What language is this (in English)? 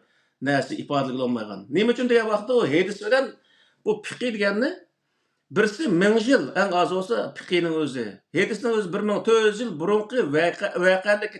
Uyghur